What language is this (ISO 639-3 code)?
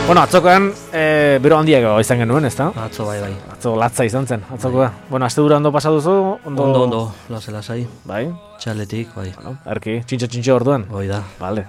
eus